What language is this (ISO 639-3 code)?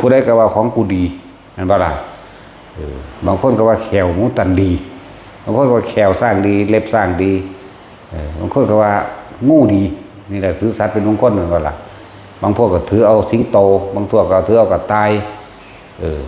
tts